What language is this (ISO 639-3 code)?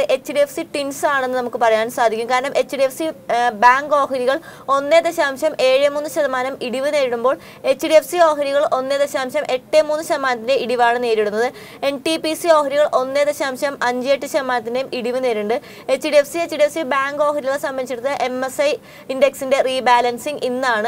mal